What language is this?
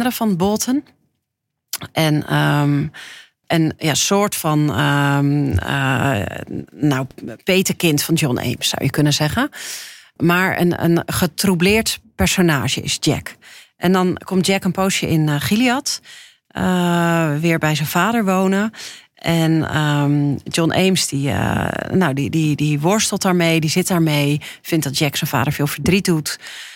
Dutch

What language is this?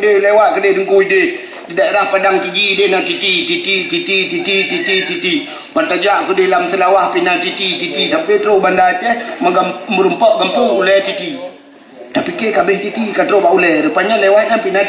Achinese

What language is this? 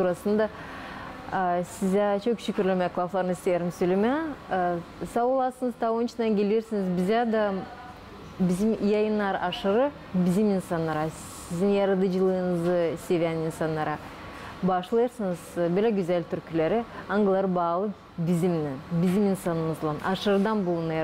Gagauz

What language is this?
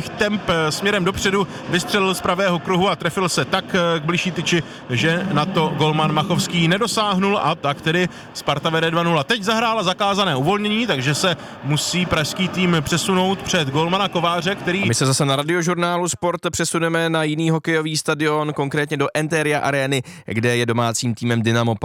Czech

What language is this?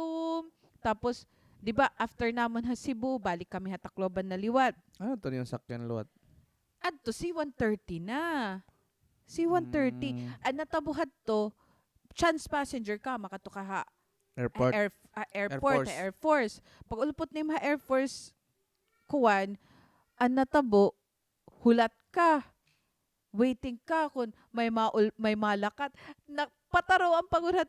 Waray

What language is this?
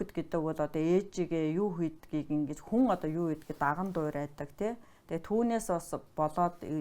Mongolian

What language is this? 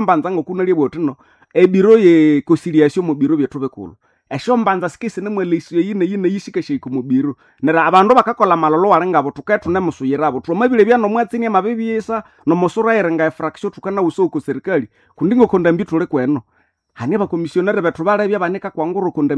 Nande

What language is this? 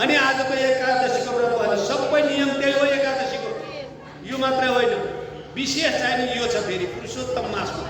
Nepali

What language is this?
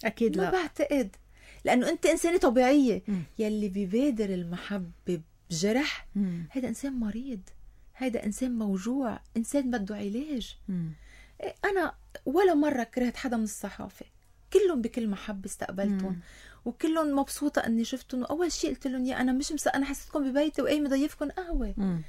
North Levantine Arabic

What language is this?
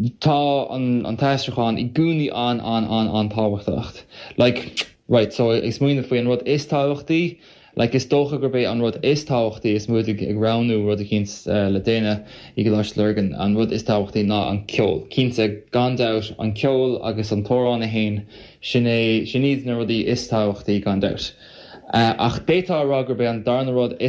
Irish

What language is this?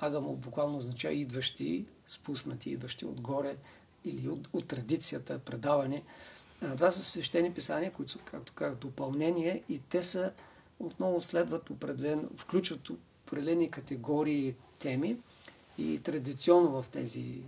Bulgarian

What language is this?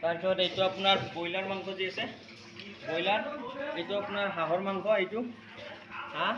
Assamese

